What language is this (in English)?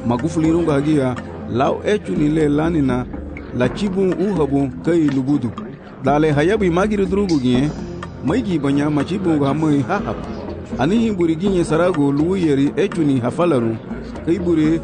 Garifuna